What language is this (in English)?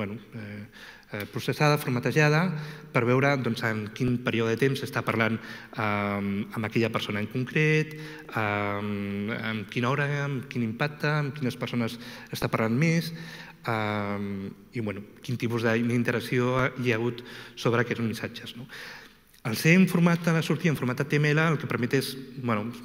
Catalan